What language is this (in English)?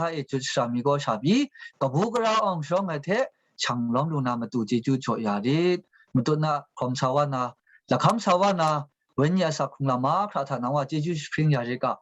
Kachin